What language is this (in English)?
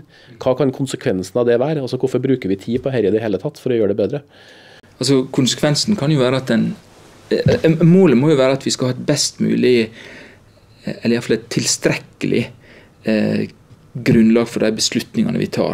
Norwegian